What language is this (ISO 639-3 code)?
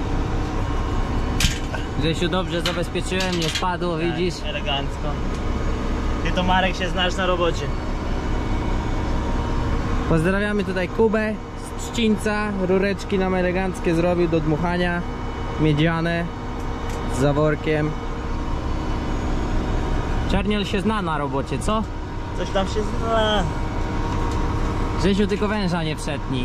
pol